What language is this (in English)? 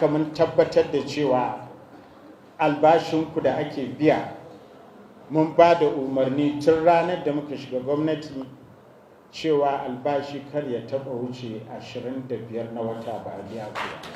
Hausa